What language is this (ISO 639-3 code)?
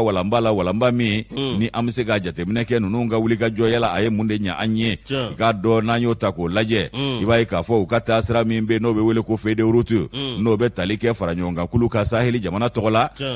bam